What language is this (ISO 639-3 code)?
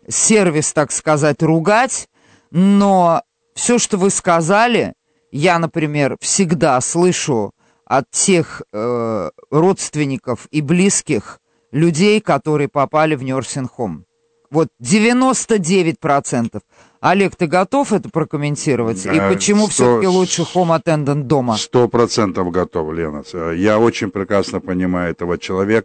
rus